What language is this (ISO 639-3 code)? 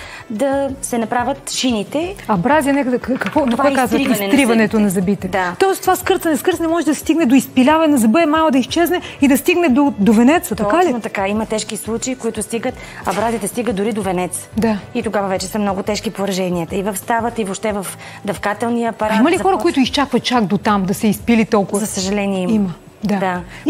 bul